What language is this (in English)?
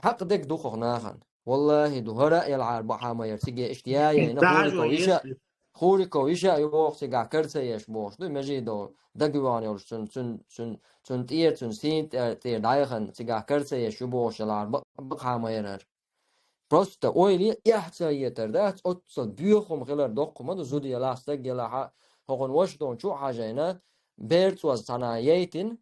Chechen